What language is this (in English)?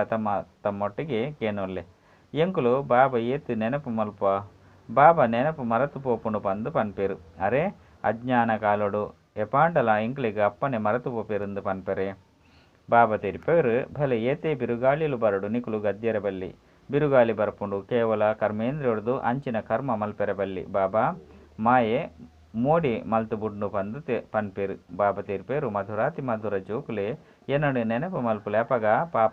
Tulu